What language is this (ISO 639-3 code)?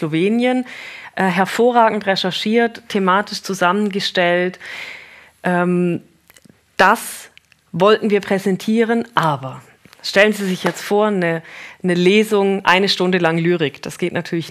gsw